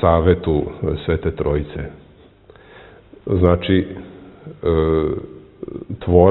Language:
Serbian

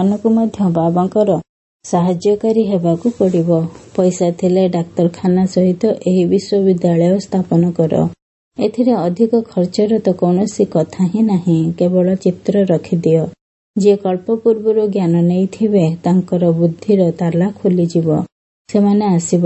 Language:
Odia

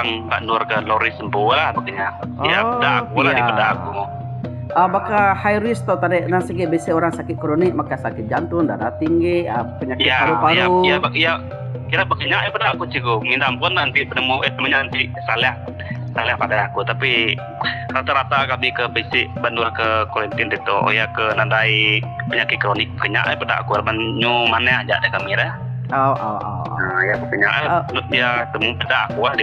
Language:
Iban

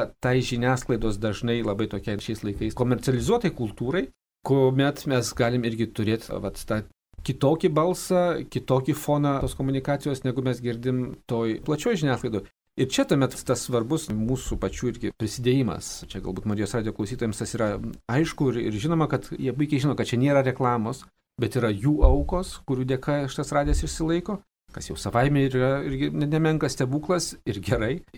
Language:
Lithuanian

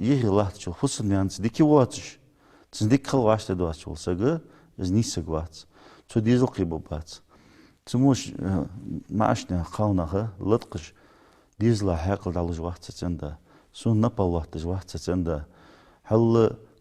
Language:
Ingush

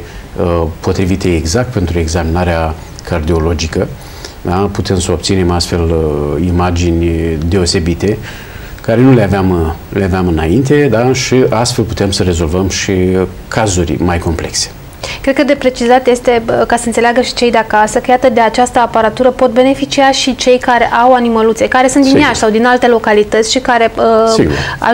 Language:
Romanian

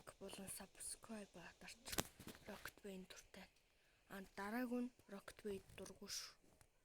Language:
Mongolian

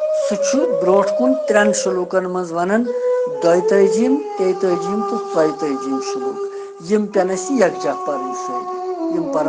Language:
Kashmiri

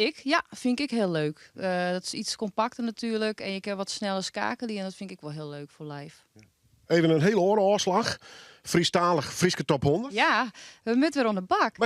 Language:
Western Frisian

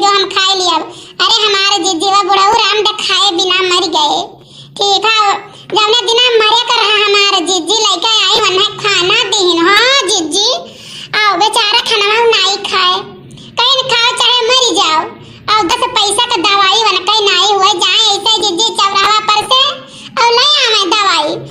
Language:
Awadhi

